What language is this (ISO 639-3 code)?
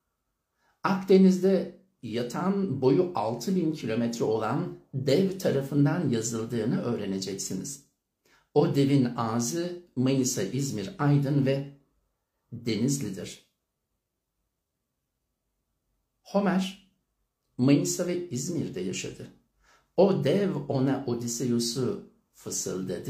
tur